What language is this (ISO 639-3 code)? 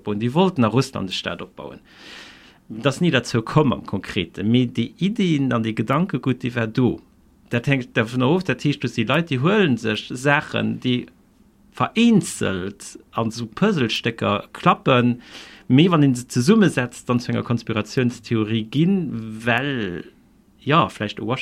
ltz